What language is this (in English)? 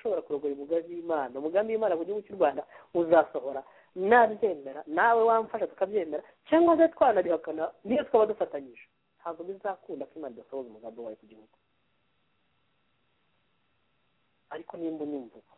Kinyarwanda